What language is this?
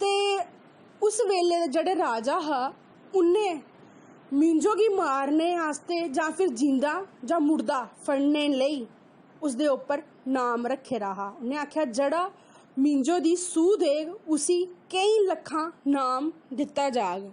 Dogri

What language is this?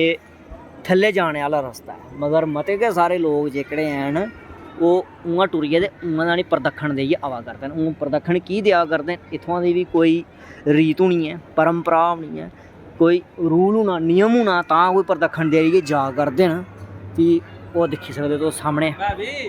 Dogri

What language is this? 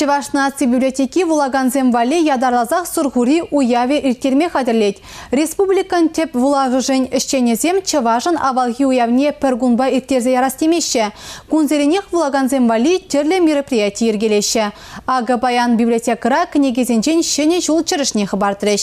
Chuvash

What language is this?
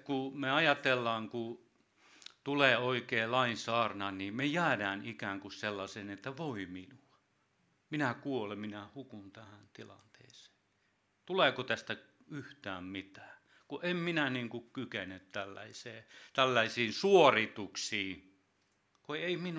Finnish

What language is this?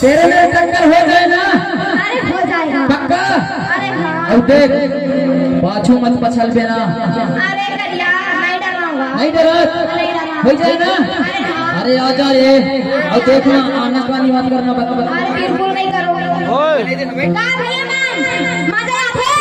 Chhattisgarhi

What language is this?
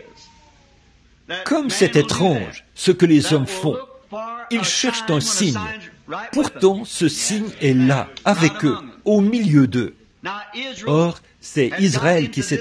French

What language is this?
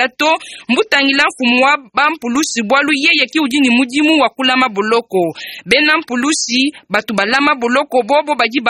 Luba-Lulua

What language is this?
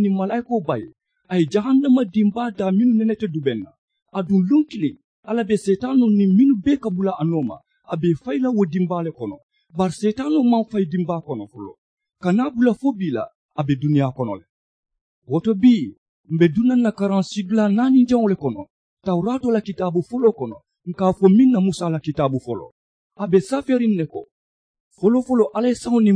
Mandingo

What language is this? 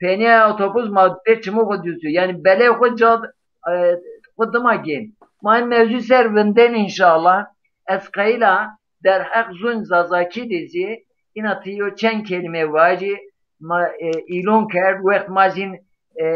Zaza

